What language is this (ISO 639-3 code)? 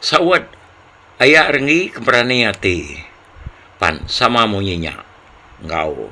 iba